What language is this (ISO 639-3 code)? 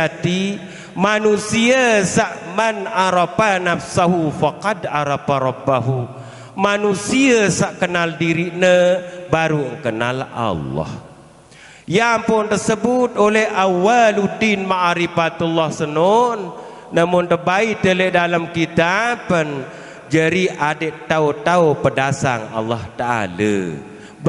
sas